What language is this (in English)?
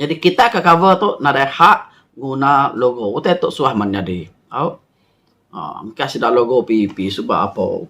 Iban